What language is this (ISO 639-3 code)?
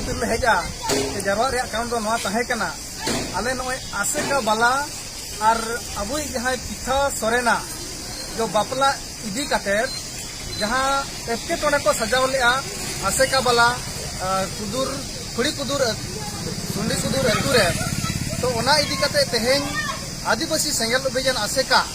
sat